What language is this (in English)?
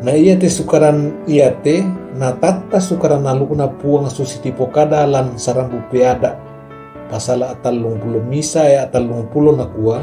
Toraja-Sa'dan